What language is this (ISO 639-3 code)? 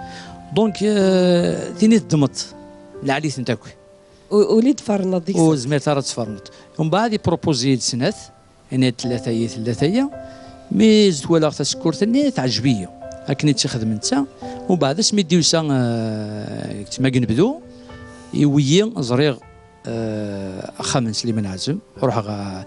kab